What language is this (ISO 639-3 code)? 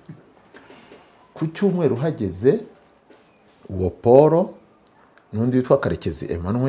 kin